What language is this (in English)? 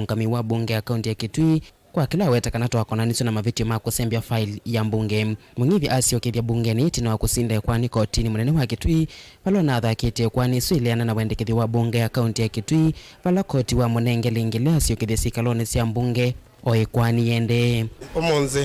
Kamba